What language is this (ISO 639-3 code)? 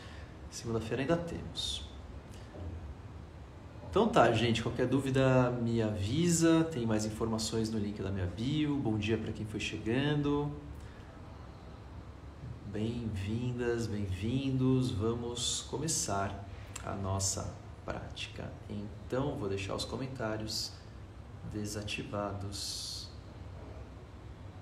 por